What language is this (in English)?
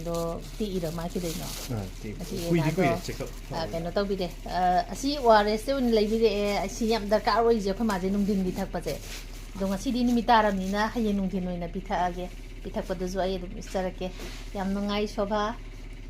Manipuri